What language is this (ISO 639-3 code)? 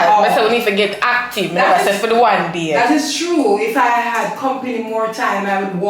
jam